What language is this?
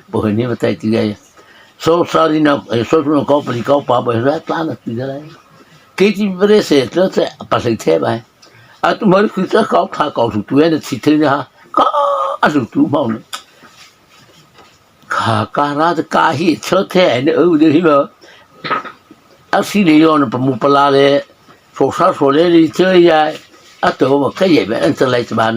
Mara Chin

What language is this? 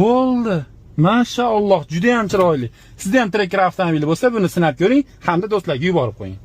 Uzbek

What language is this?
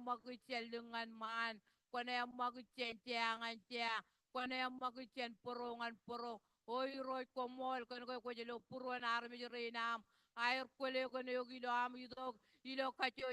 Marshallese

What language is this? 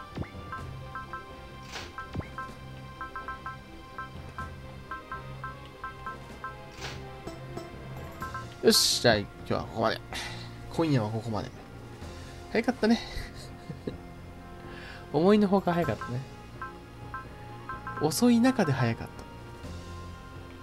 Japanese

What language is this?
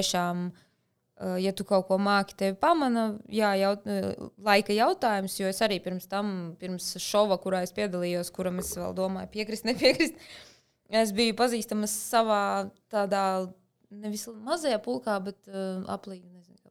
Latvian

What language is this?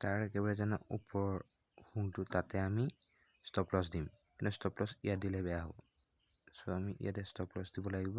Assamese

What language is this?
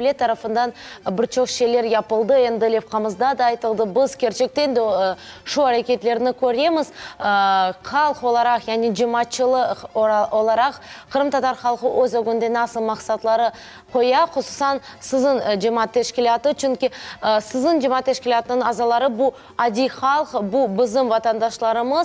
Crimean Tatar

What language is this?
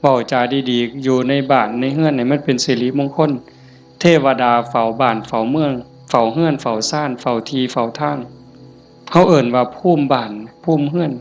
Lao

